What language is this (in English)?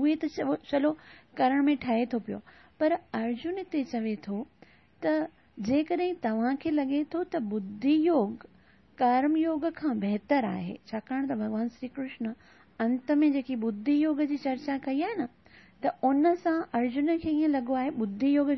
Sindhi